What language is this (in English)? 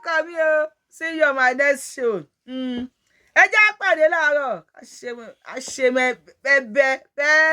Yoruba